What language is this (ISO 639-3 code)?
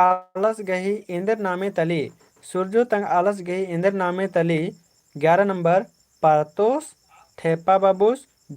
kru